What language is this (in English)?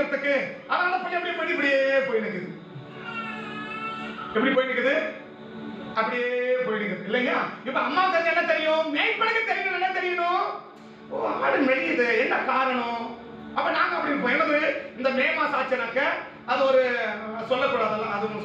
Tamil